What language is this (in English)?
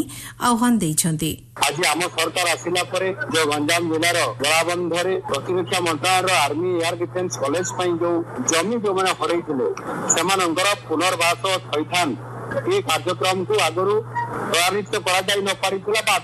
Odia